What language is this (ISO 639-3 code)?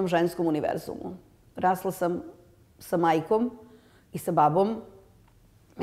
srp